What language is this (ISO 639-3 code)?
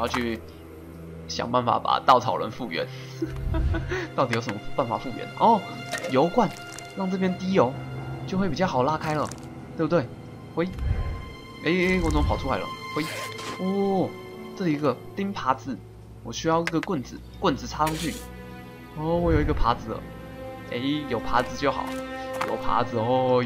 zho